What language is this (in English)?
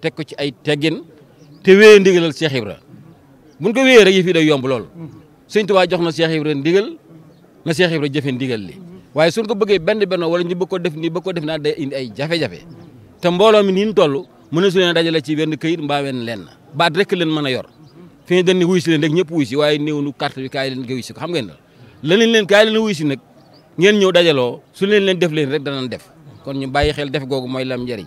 Wolof